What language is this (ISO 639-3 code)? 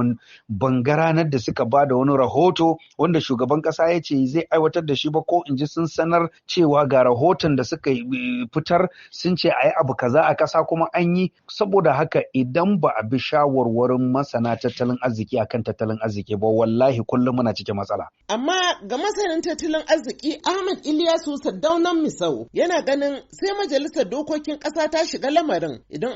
hau